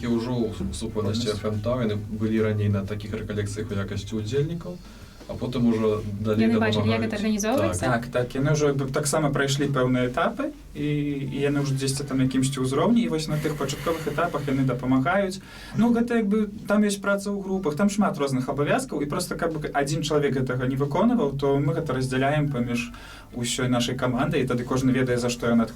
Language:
Belarusian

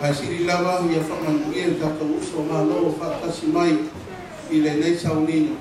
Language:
Samoan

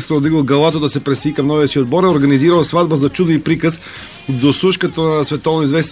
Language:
Bulgarian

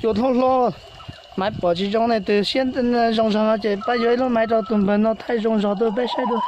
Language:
Hmong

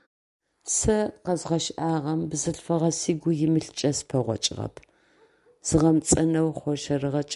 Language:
Adyghe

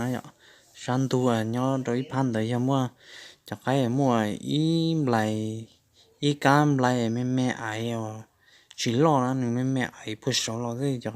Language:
Hmong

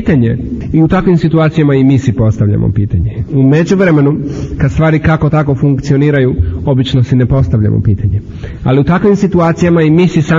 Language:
Croatian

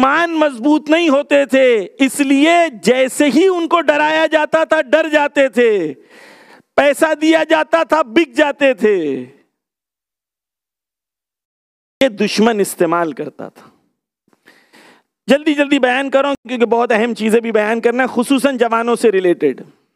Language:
Urdu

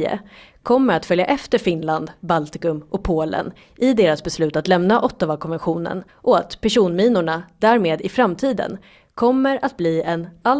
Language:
Swedish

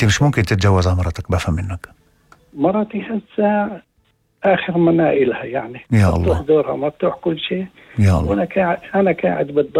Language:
North Levantine Arabic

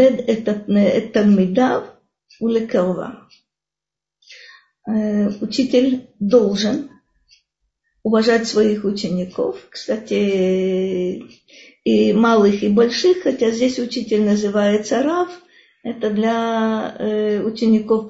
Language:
Russian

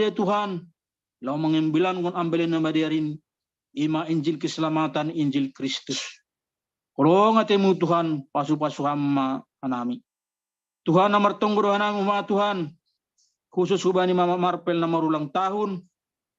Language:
Batak Simalungun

